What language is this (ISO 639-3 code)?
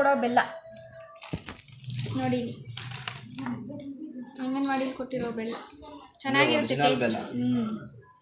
kan